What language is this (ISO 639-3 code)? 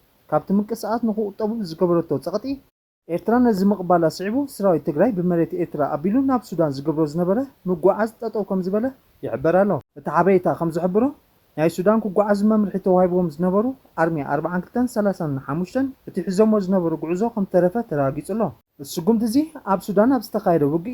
tir